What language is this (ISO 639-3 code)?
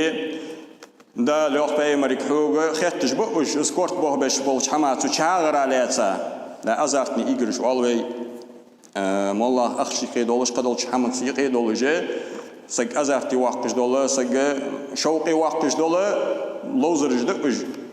inh